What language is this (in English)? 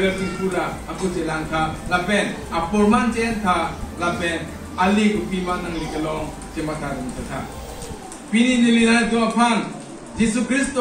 Karbi